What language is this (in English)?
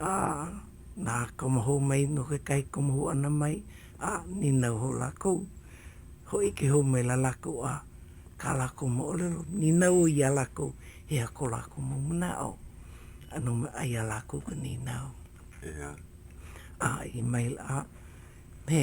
Hawaiian